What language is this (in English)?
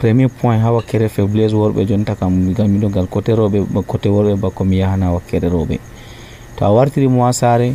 Nigerian Fulfulde